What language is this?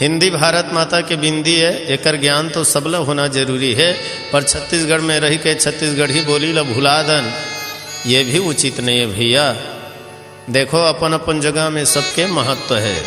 Chhattisgarhi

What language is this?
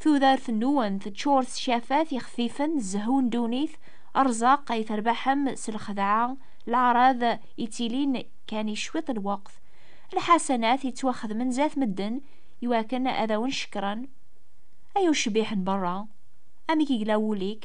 Kabyle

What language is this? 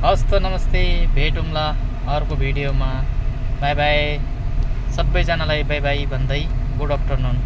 Nepali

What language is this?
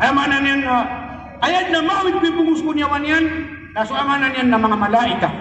Maranao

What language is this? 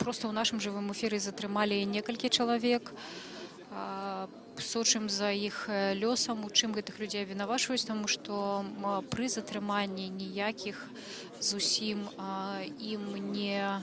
Belarusian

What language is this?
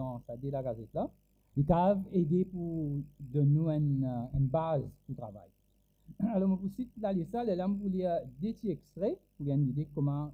Morisyen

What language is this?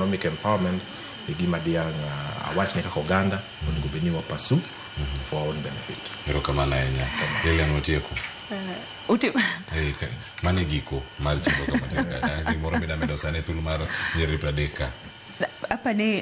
Luo (Kenya and Tanzania)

